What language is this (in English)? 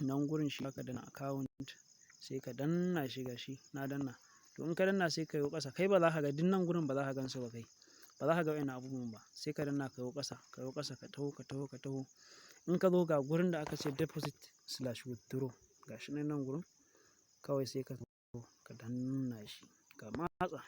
Hausa